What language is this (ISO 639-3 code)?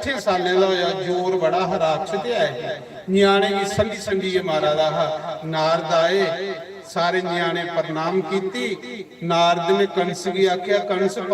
doi